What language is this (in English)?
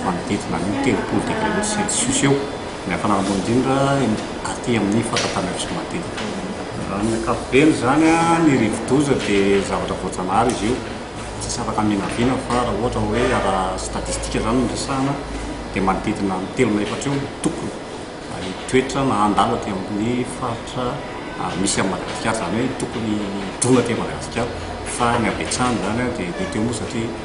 Malagasy